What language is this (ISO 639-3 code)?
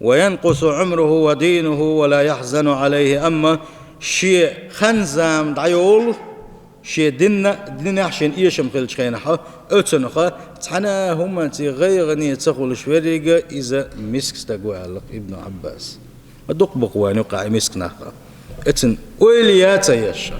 che